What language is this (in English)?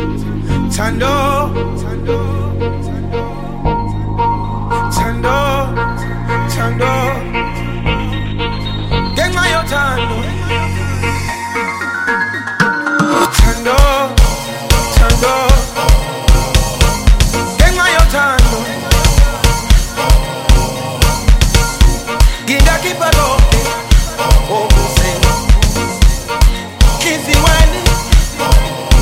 Swahili